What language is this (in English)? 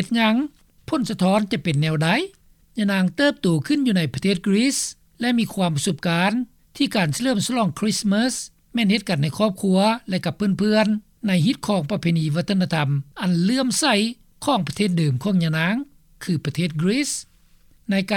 Lao